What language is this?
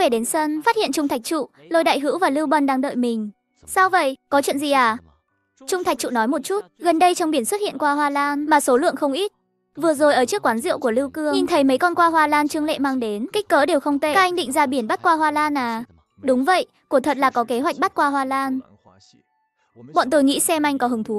Vietnamese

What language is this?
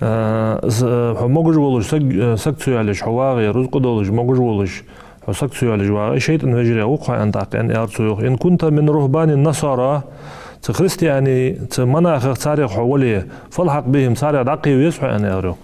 Ingush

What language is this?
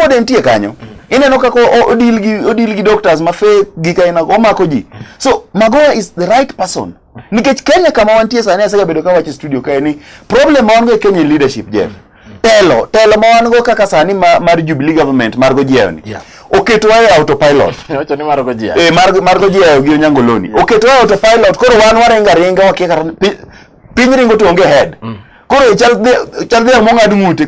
Luo (Kenya and Tanzania)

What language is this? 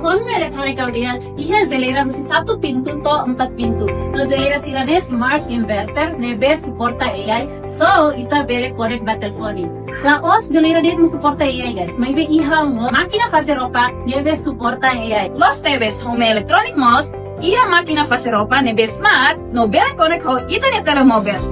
Tetum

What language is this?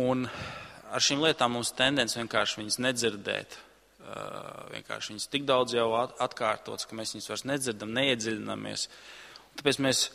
Latvian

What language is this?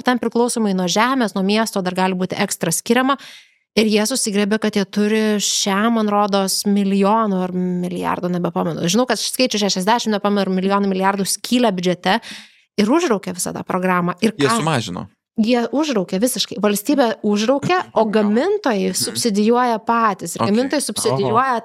Lithuanian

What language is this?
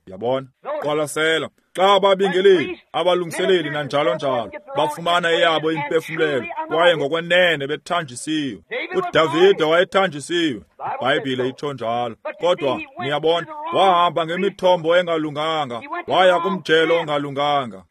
Xhosa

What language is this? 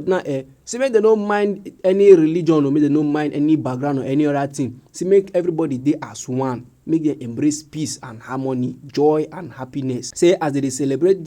Nigerian Pidgin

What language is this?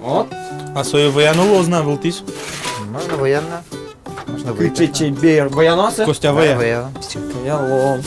Udmurt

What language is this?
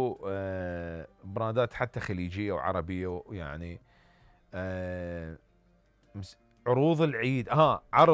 Mesopotamian Arabic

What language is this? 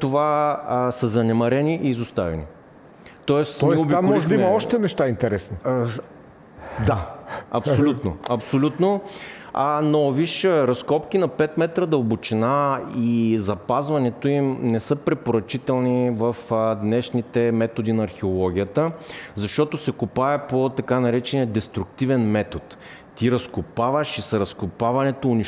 Bulgarian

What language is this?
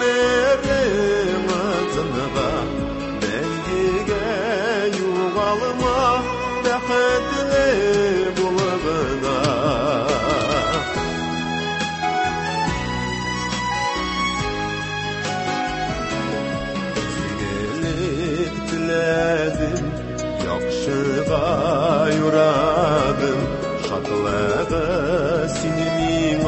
Tatar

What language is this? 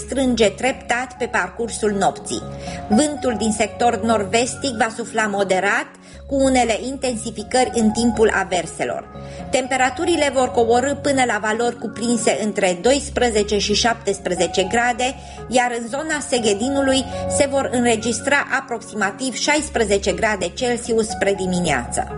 Romanian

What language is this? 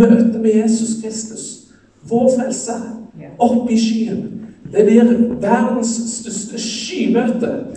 Norwegian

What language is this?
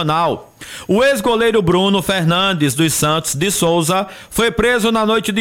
Portuguese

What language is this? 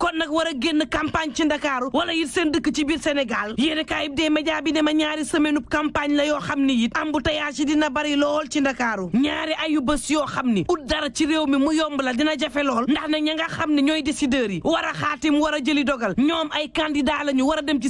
Wolof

